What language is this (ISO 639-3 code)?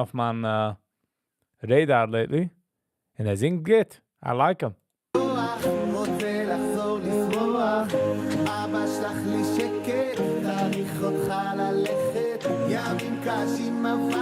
yid